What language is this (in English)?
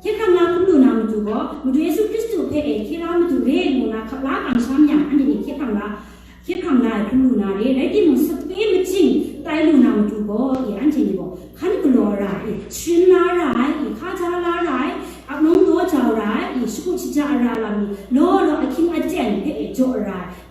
Kachin